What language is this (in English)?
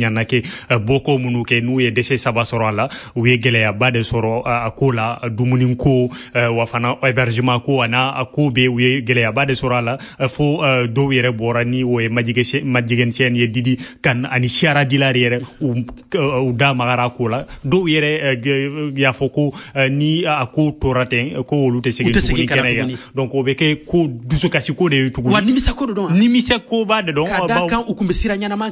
Bambara